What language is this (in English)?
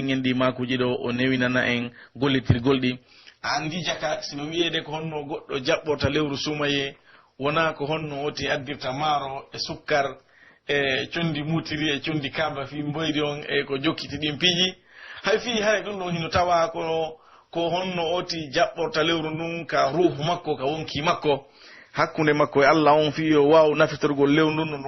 Pular